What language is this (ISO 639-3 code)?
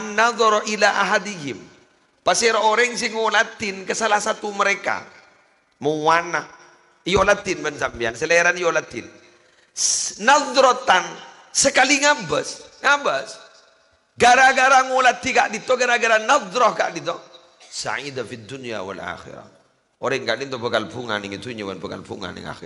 mad